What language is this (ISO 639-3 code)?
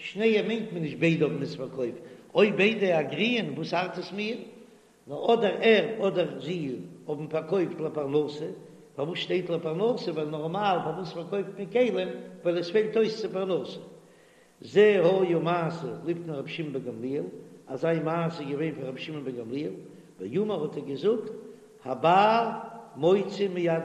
yid